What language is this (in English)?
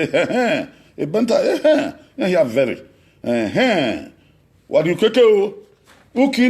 Bini